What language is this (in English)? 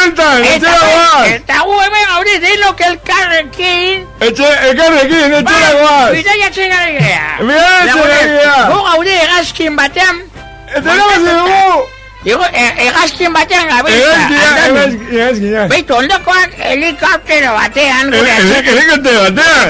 Basque